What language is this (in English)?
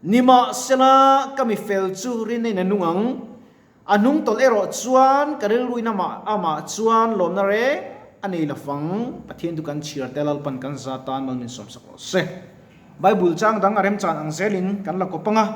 Mizo